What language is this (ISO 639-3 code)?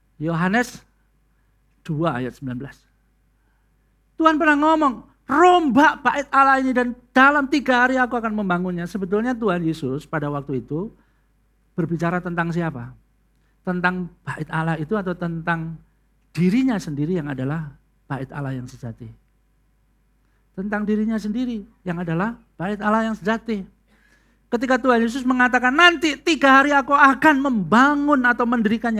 ind